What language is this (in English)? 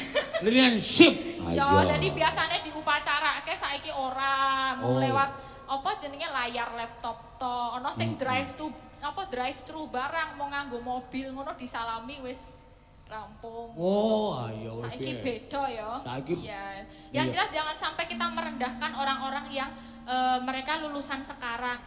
Javanese